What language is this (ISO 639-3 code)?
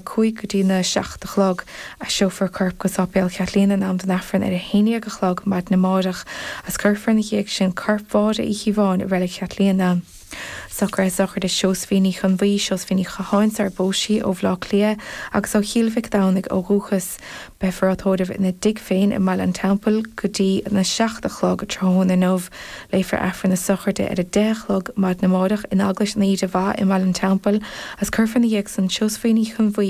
gle